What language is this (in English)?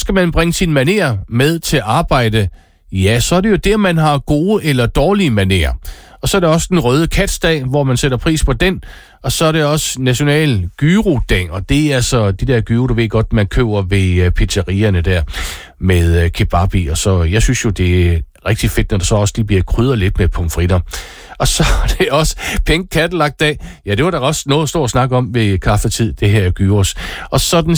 Danish